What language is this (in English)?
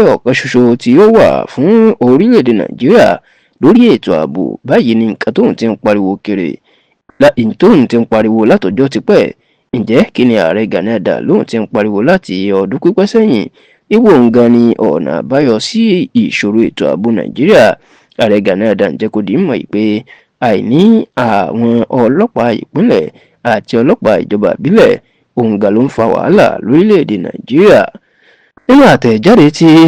Yoruba